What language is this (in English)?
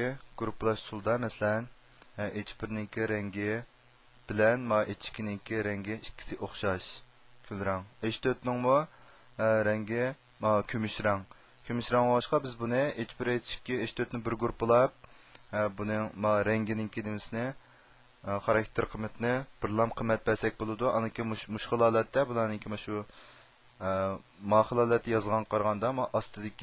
Uyghur